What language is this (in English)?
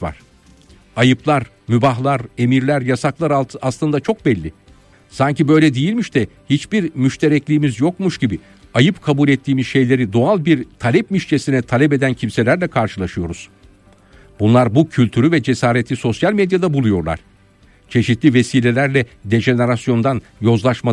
Turkish